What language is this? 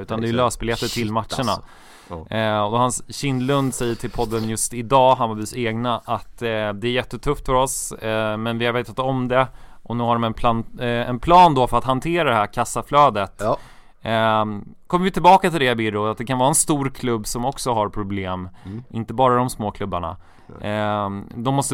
Swedish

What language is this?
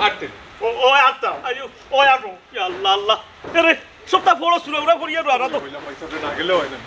Sylheti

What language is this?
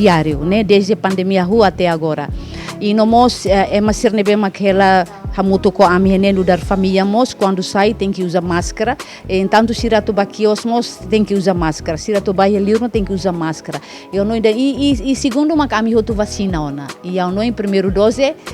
Tetum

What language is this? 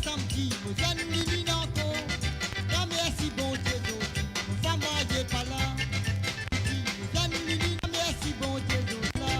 Morisyen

